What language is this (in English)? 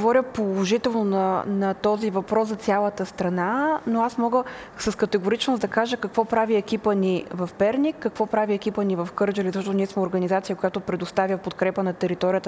Bulgarian